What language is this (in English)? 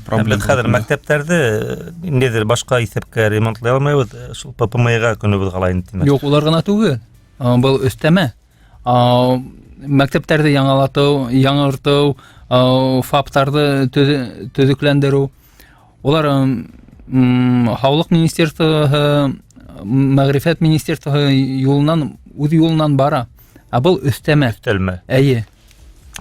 Bashkir